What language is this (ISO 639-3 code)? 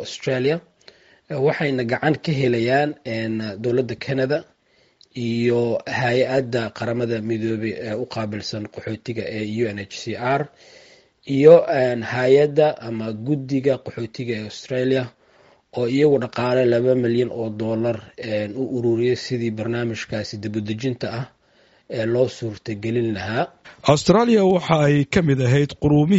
som